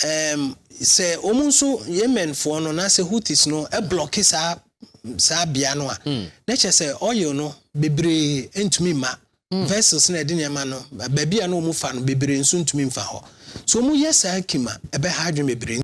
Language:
Akan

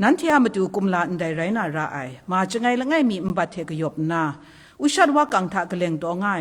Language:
Kachin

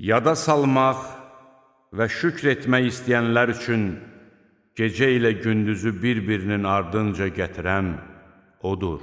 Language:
Azerbaijani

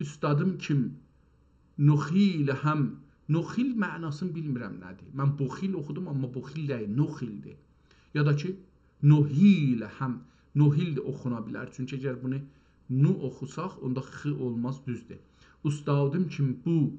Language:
South Azerbaijani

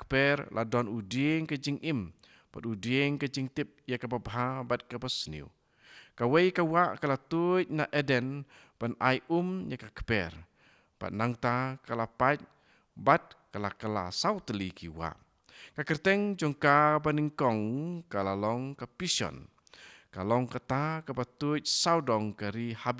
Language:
Khasi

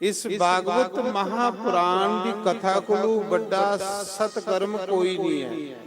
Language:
Dogri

